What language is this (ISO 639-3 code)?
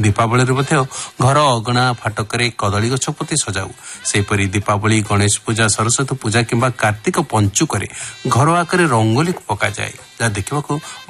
ori